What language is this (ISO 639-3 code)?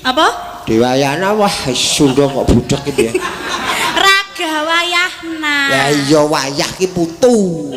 jav